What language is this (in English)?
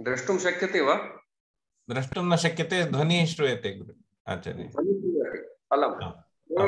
Sanskrit